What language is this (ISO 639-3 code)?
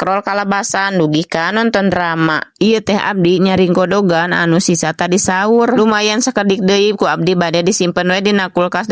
sun